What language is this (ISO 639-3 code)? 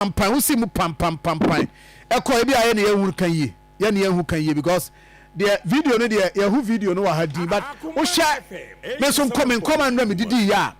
aka